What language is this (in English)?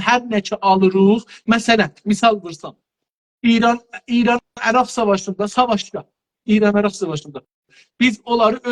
South Azerbaijani